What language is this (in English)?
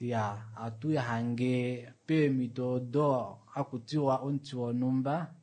Kuanyama